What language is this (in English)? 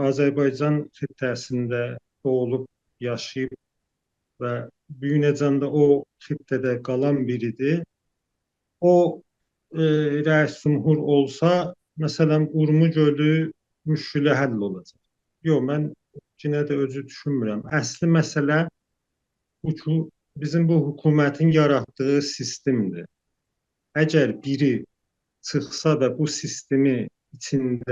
South Azerbaijani